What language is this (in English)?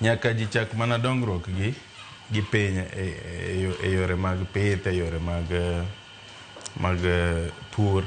Luo (Kenya and Tanzania)